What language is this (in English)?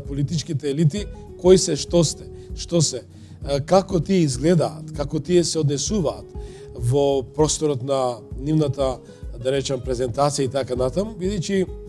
Macedonian